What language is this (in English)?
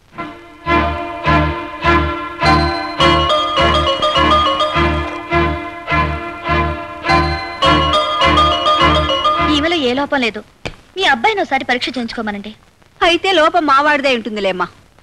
Telugu